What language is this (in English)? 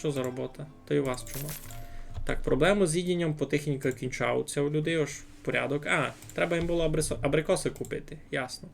Rusyn